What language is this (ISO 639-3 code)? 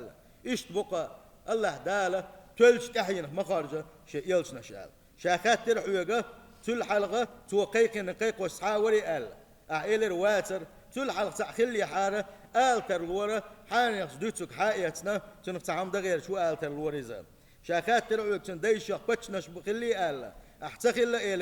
che